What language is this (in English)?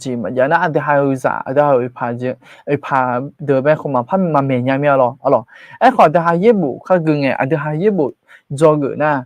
Akha